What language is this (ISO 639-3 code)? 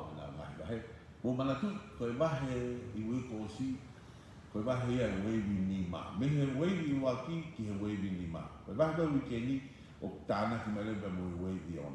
ton